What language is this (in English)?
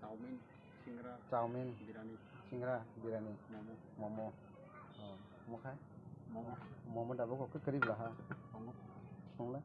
Kok Borok